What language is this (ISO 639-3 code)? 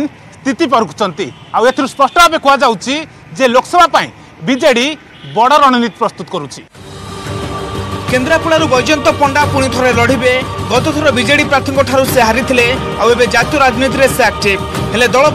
ori